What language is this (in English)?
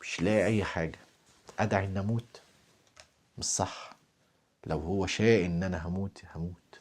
Egyptian Arabic